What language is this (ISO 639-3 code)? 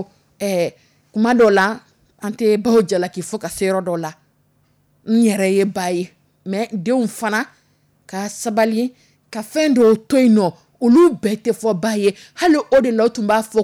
dyu